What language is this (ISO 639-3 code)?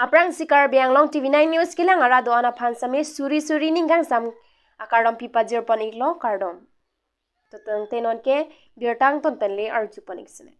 mjw